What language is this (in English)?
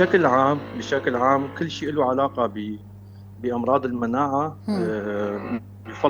North Levantine Arabic